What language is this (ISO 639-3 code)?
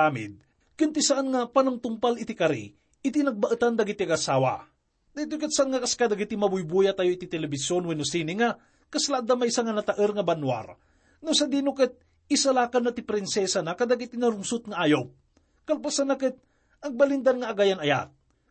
ilo